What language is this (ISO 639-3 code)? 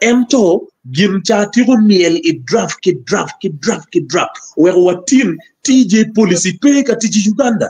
ach